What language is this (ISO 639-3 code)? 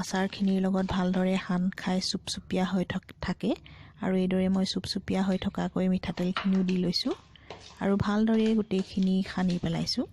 asm